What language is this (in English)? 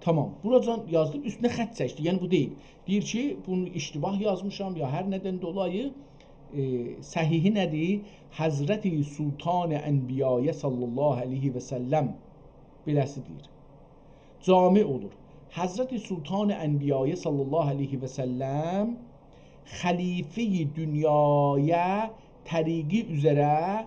South Azerbaijani